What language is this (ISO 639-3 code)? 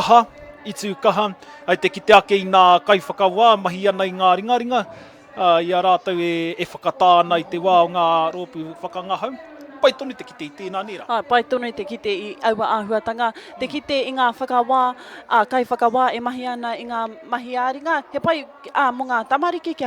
mri